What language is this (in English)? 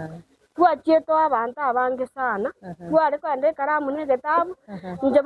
Gusii